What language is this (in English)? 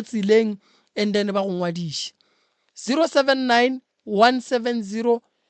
Northern Sotho